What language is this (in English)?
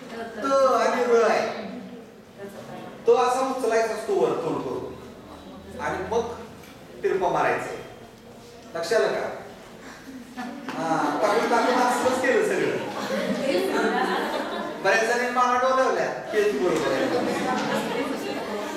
Marathi